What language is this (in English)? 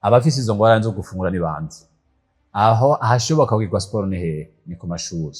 Rundi